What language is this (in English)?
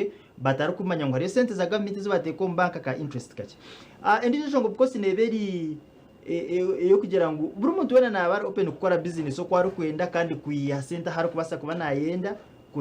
Nyankole